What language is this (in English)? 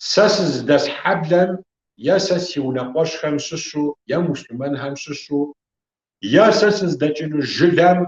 Kabardian